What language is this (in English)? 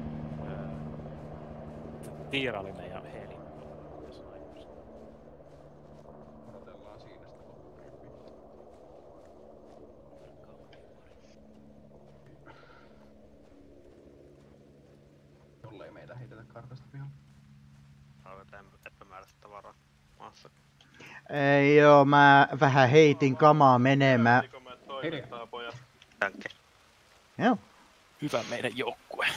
Finnish